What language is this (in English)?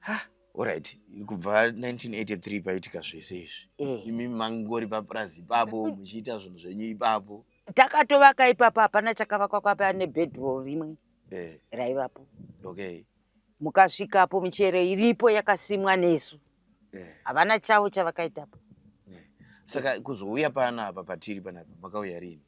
Shona